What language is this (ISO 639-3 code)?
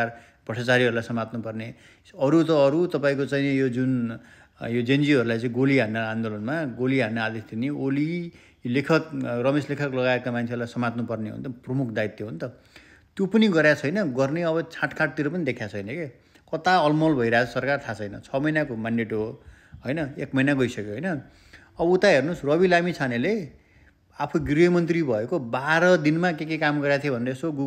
nep